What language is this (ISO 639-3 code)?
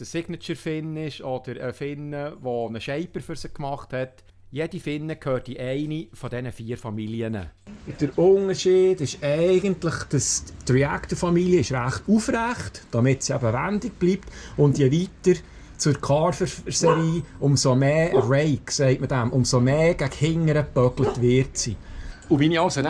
gsw